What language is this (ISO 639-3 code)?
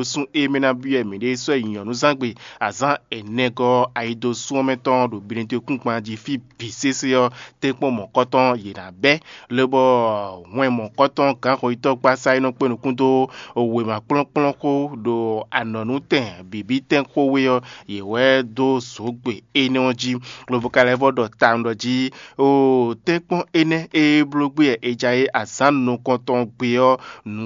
fon